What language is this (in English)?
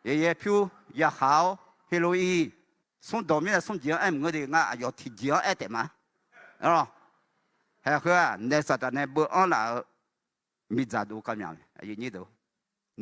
Akha